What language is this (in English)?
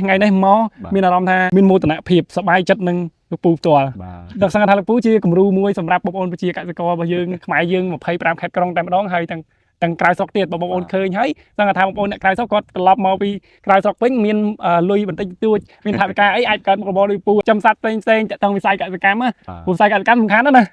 Khmer